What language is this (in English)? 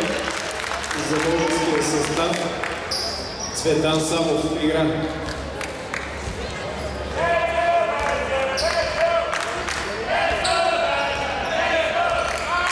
Bulgarian